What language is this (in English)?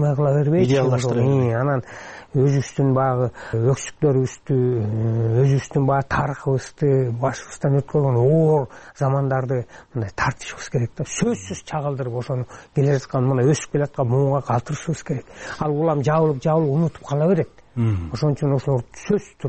Kyrgyz